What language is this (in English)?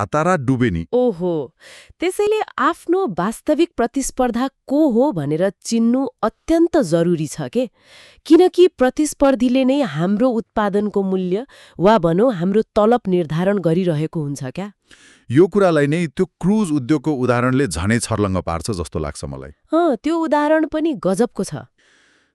Nepali